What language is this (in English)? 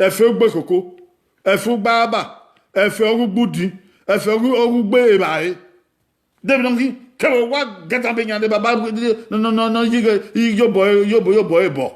Bini